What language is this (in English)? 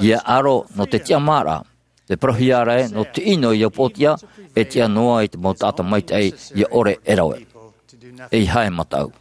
Tahitian